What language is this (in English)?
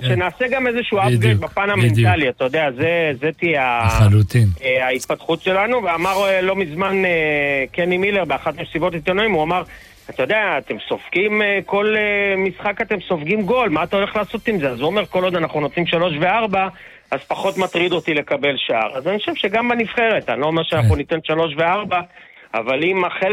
Hebrew